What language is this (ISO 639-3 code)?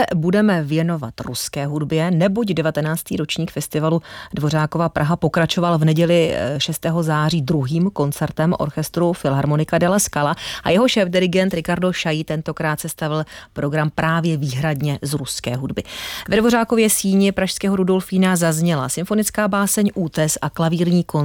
ces